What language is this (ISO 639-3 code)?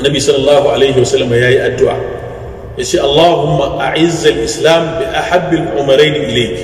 hau